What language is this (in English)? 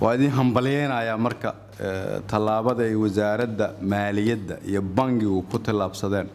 Somali